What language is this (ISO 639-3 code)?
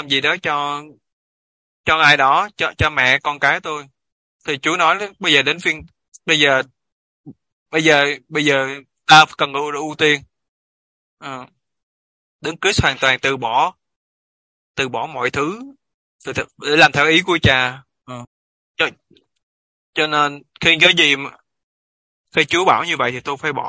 vie